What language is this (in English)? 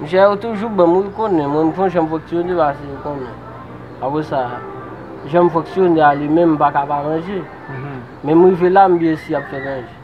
Haitian Creole